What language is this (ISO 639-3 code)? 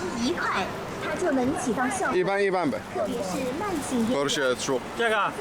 che